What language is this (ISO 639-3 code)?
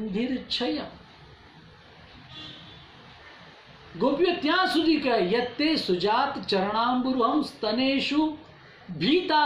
guj